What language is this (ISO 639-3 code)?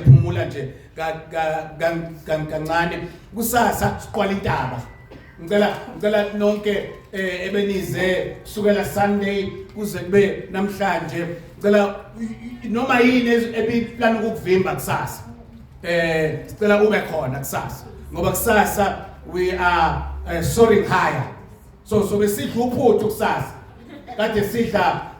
zul